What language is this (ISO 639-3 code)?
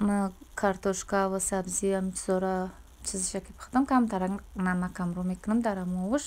tgk